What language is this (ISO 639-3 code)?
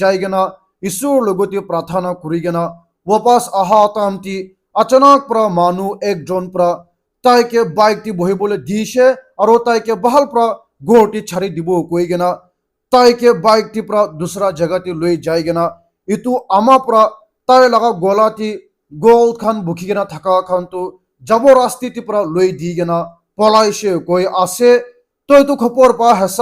nag